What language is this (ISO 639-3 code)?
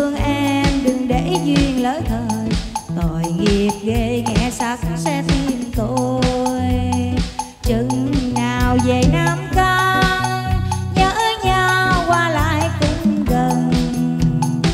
vie